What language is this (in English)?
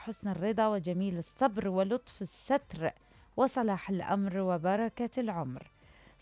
Mesopotamian Arabic